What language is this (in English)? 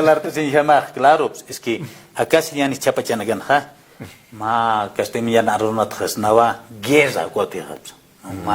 Aymara